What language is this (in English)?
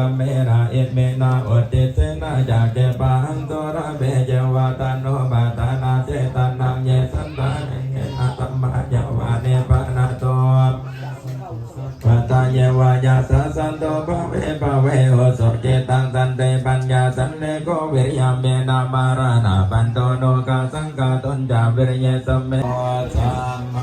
Pali